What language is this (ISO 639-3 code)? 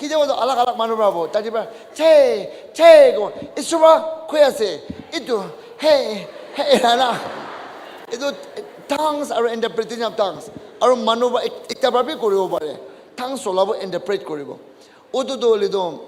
nag